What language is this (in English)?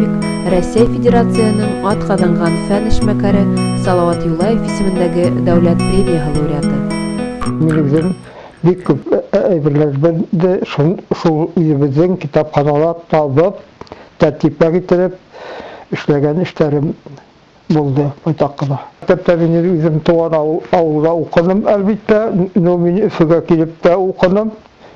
Bashkir